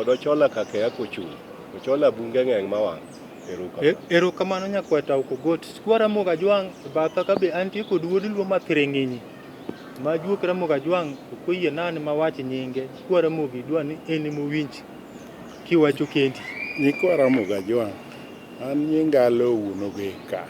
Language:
Luo (Kenya and Tanzania)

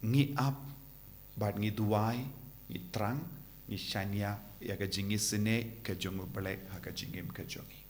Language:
Khasi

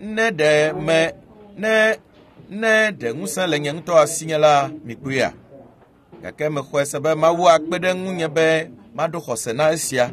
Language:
Ewe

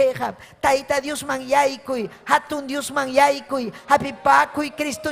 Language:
Ayacucho Quechua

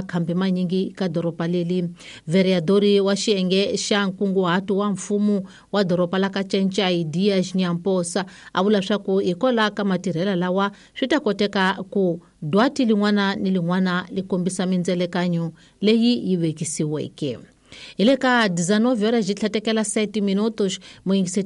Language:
Tsonga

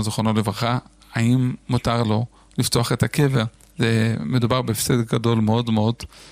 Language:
Hebrew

